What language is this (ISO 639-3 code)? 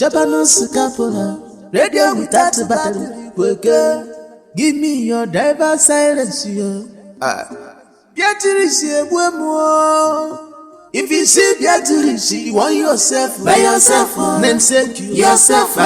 pcm